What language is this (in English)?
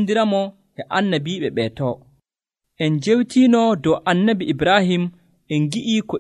Nigerian Fulfulde